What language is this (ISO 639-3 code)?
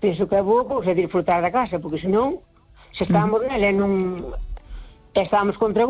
glg